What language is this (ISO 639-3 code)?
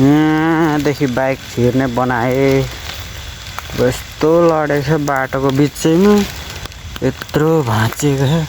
nep